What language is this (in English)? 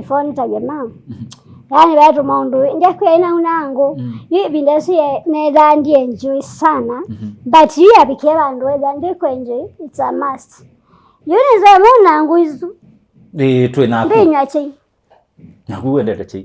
Kamba